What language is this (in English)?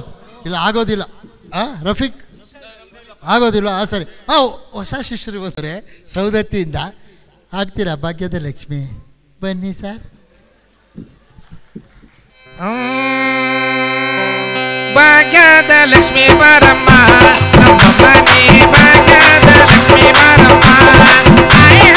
Kannada